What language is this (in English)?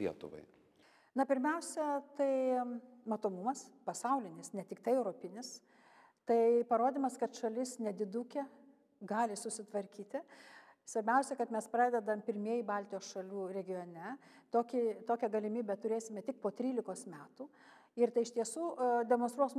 Lithuanian